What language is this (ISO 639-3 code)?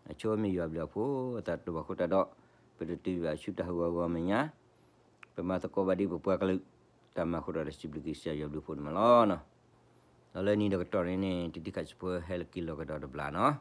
ksw